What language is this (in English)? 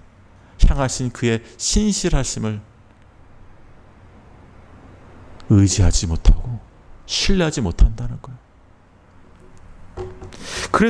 Korean